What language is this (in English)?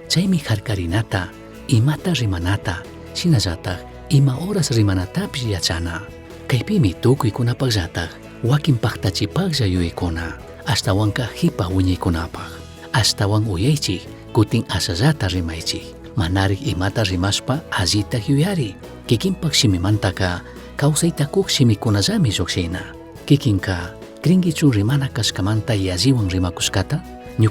Chimborazo Highland Quichua